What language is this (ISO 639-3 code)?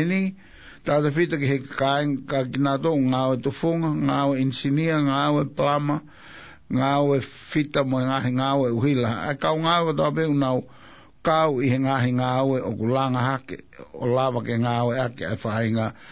ton